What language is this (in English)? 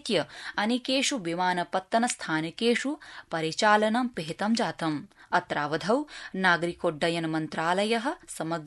Sanskrit